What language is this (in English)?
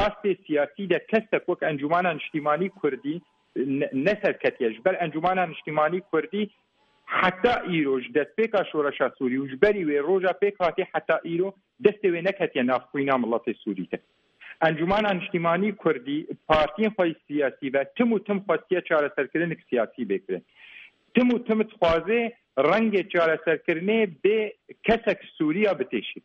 Kurdish